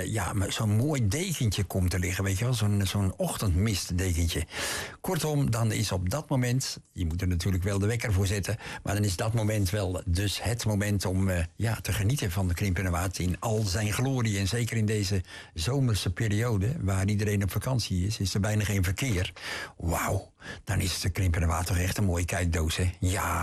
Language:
Dutch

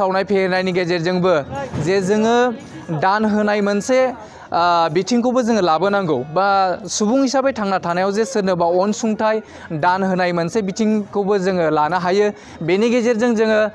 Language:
Bodo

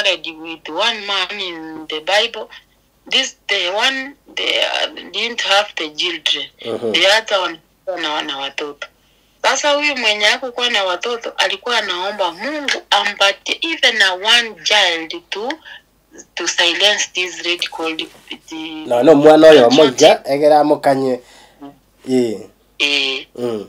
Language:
Gusii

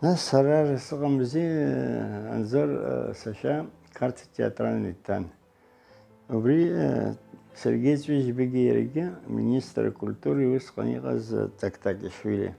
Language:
Abkhazian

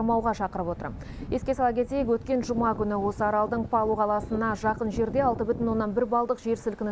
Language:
Kazakh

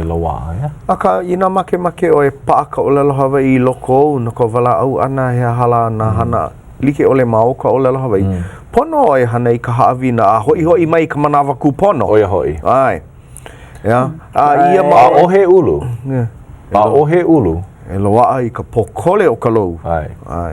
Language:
Hawaiian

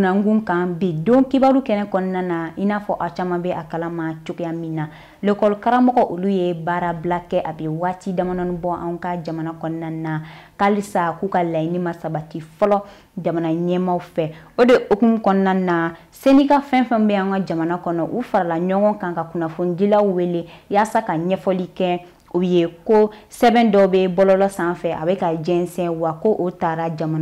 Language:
Bambara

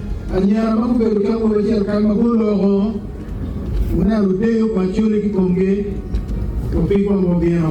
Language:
Acoli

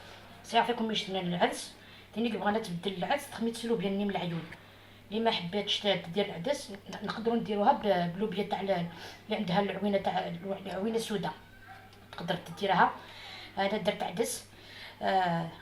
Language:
Algerian Arabic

